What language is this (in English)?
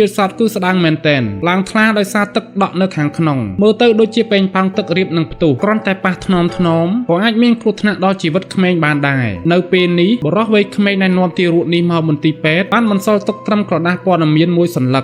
Khmer